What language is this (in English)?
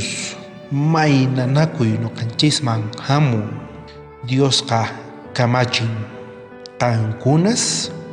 South Bolivian Quechua